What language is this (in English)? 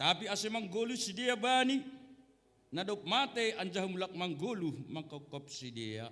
Batak Simalungun